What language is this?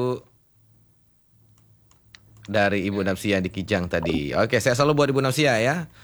Indonesian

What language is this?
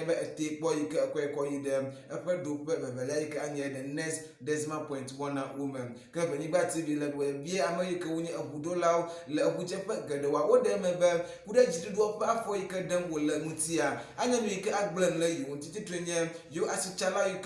Ewe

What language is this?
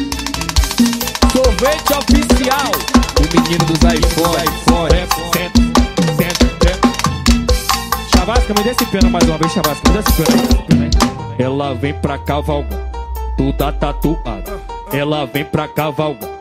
Portuguese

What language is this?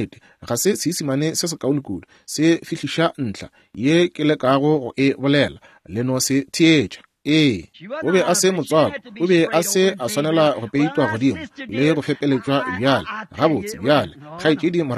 Northern Sotho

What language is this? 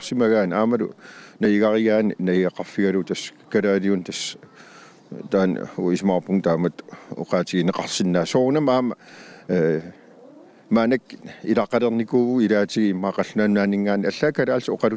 Kalaallisut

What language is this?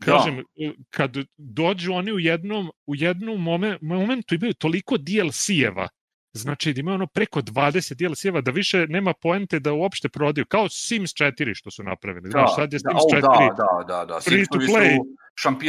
Serbian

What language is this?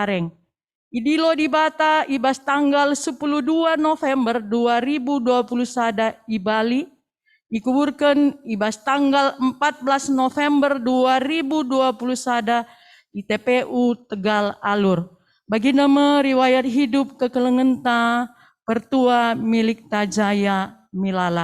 Batak Karo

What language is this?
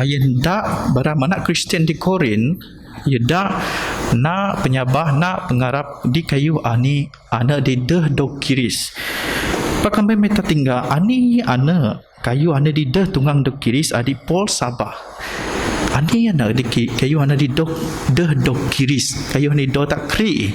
Biatah Bidayuh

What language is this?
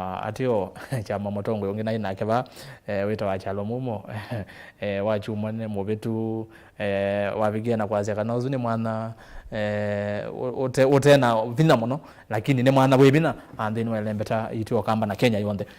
Kamba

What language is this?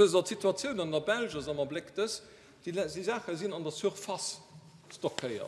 Luxembourgish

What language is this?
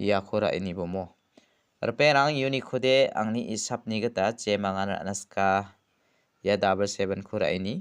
Garo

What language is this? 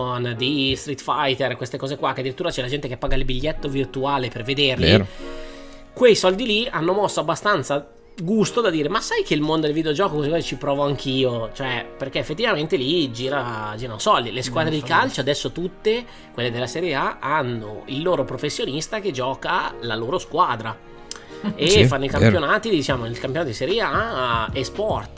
Italian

